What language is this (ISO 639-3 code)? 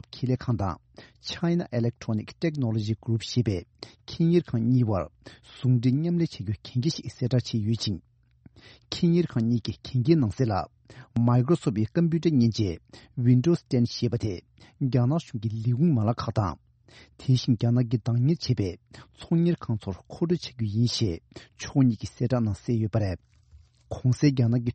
bod